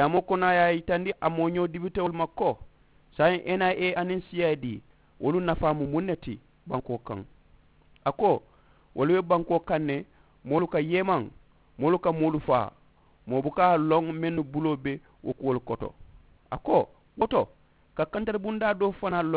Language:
Mandingo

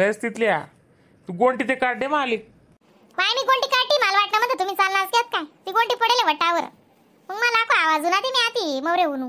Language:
Khandesi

